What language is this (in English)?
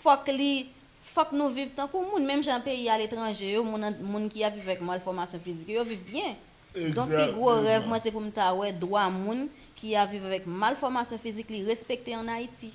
Haitian Creole